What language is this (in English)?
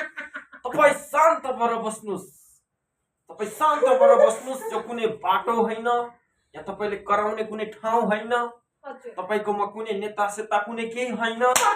Nepali